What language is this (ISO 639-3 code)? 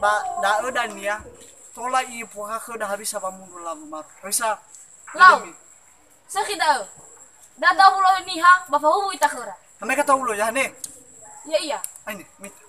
nia